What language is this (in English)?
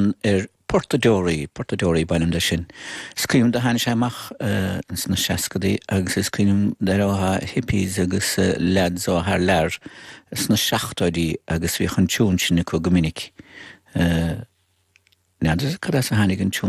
Irish